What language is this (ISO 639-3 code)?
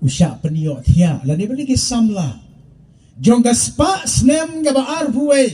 kha